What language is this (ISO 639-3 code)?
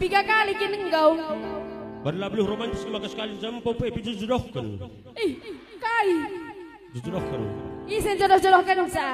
btx